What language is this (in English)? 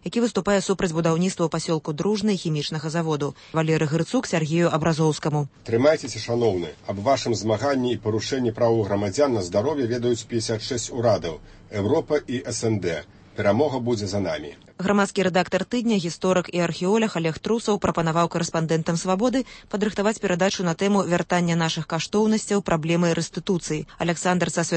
Belarusian